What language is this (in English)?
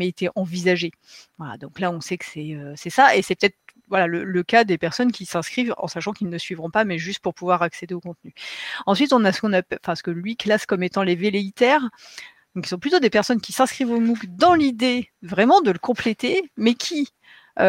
French